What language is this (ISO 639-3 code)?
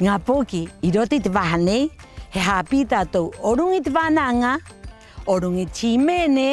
rap